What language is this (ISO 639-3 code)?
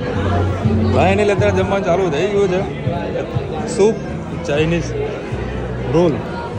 guj